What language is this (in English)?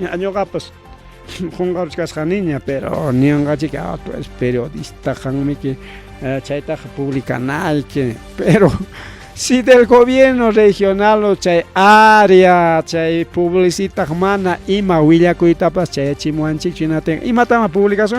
Ayacucho Quechua